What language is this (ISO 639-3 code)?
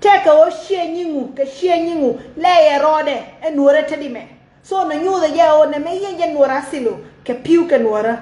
nus